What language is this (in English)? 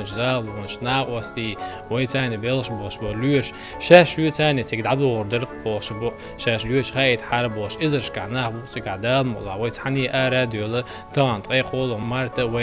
Chechen